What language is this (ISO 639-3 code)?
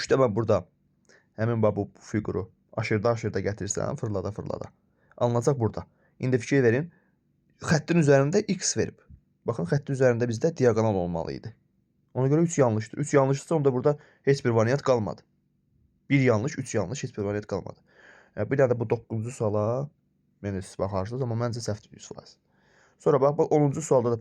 aze